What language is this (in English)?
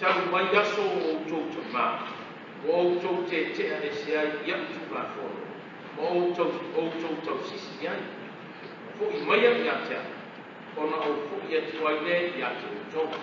Samoan